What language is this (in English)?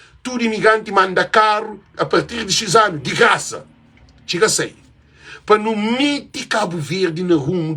Kabuverdianu